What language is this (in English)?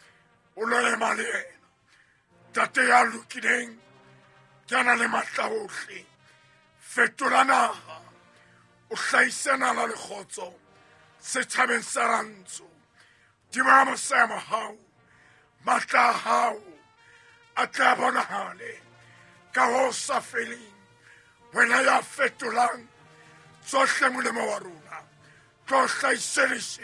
Southern Sotho